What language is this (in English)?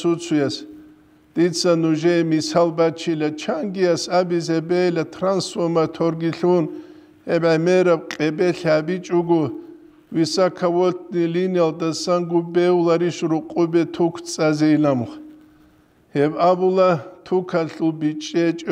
Avaric